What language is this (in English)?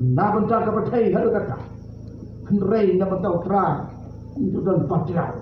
Khasi